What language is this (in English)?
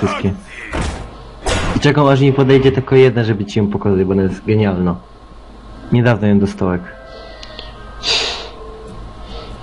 Polish